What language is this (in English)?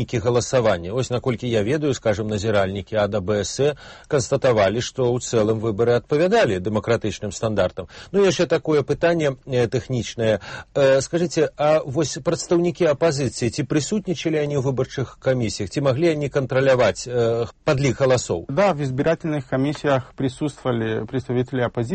Belarusian